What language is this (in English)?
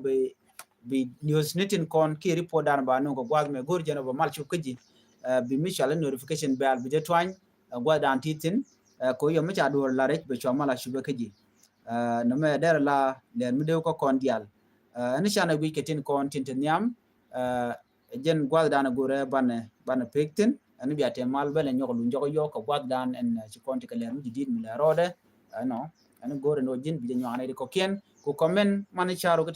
Nuer